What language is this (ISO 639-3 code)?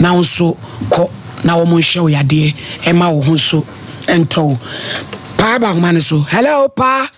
aka